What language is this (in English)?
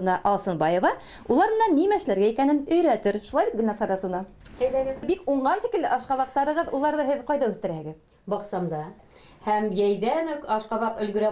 Bashkir